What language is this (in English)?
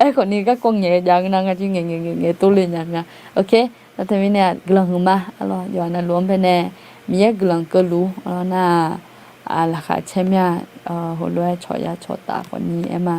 Akha